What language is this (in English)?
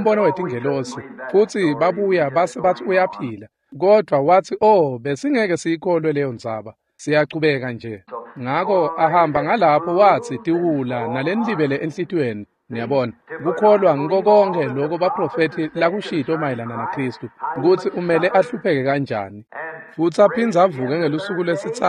Swati